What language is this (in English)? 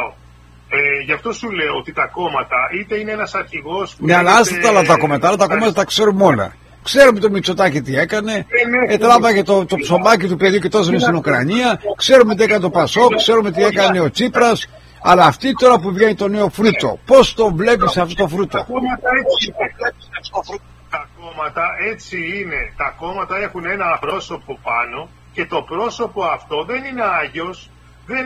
Greek